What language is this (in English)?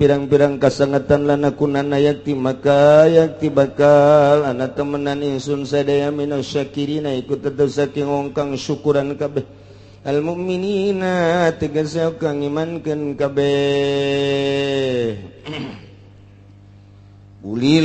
Sundanese